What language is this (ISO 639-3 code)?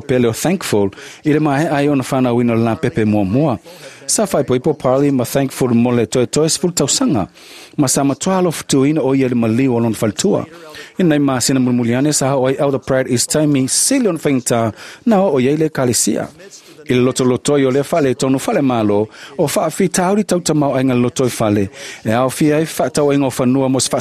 smo